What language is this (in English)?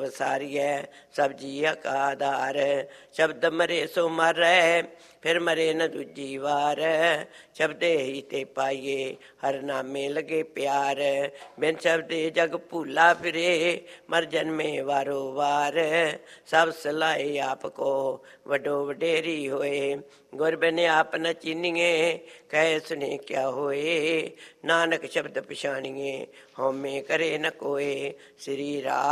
Punjabi